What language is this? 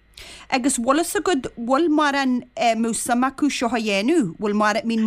Irish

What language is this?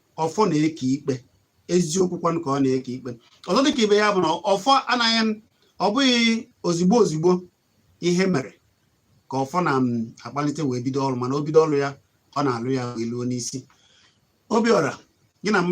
Igbo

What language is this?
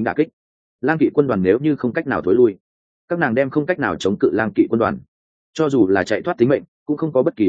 Vietnamese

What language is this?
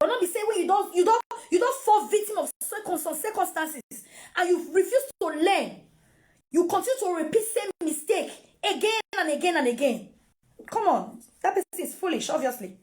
Nigerian Pidgin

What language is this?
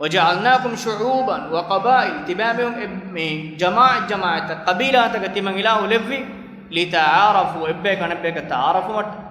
Divehi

